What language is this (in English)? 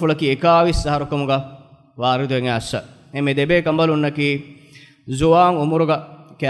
Divehi